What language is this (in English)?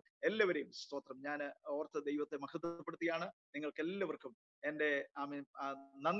Malayalam